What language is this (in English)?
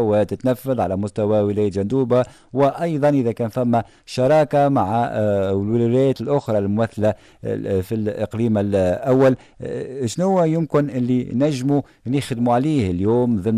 Tunisian Arabic